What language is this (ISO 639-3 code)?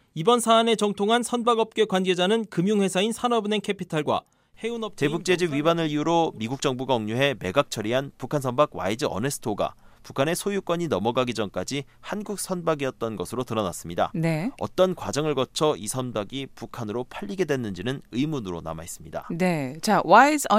kor